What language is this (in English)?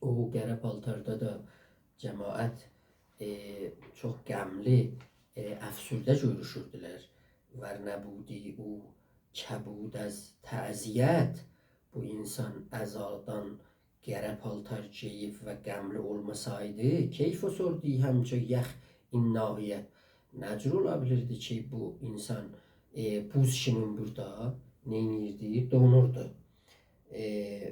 South Azerbaijani